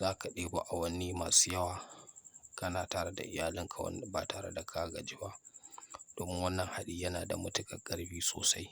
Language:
Hausa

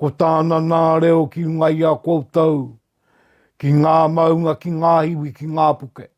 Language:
Māori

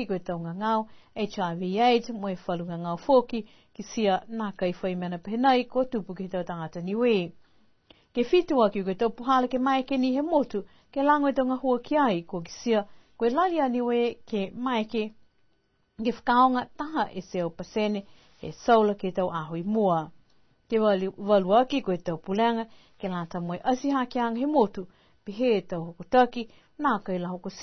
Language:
Niuean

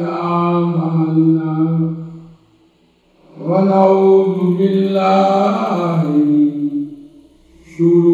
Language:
Urdu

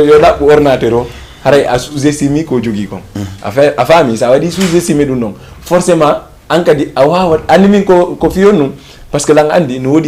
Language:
Fula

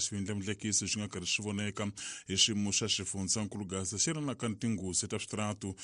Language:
Tsonga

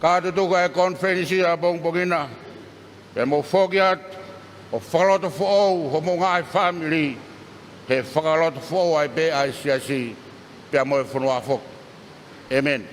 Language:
Tongan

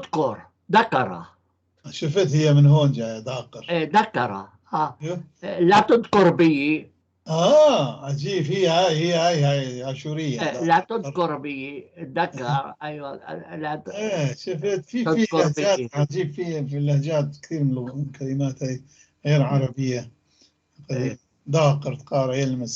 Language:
North Levantine Arabic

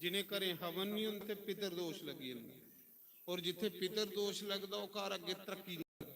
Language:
Dogri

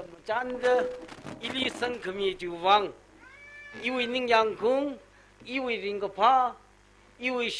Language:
Tangkhul Naga (India)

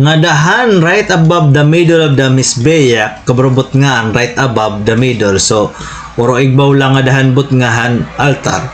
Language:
Waray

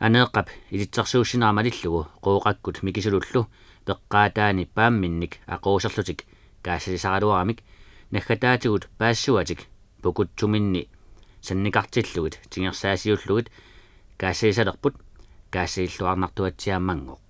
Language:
Kalaallisut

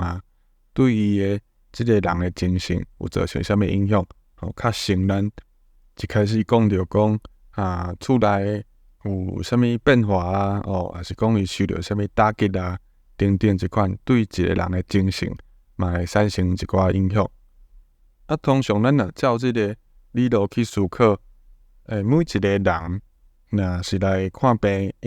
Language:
Min Nan Chinese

